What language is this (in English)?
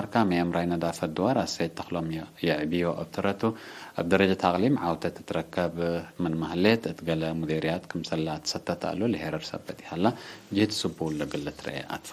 Tigre